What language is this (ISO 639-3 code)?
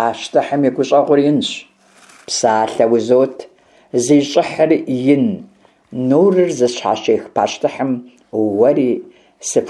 kbd